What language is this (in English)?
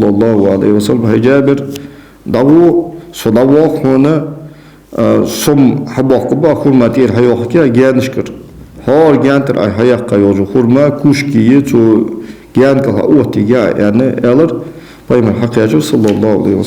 Ingush